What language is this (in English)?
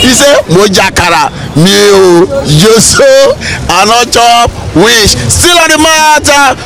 Nigerian Pidgin